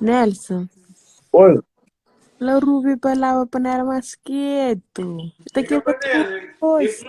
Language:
Kabuverdianu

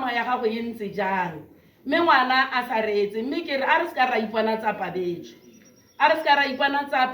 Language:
Tswana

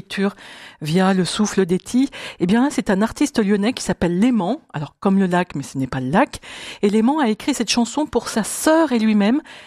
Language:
French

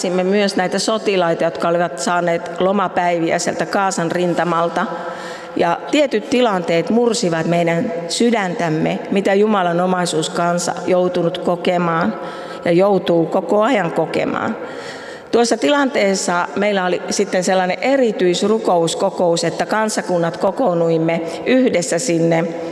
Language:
Finnish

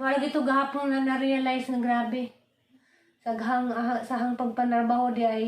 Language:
Cebuano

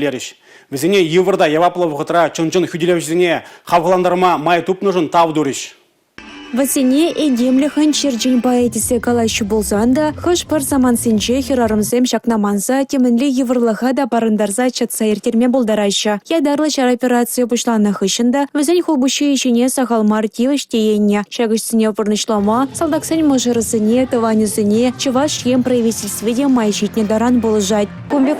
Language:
Chuvash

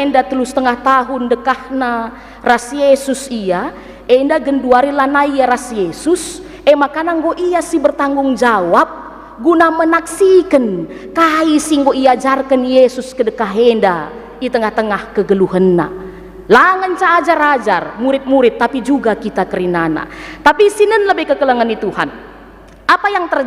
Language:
Batak Karo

